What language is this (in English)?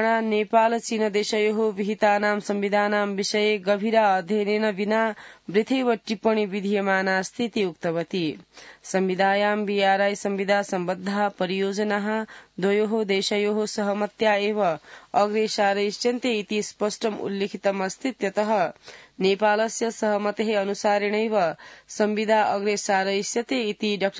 Sanskrit